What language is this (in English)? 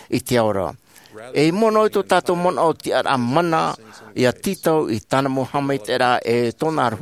Tahitian